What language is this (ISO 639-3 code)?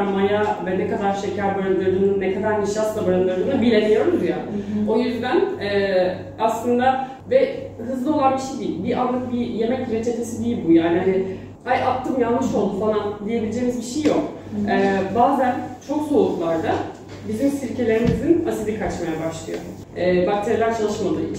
tur